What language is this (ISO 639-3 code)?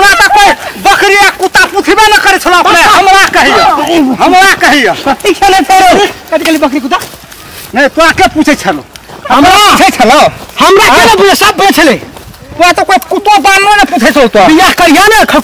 mai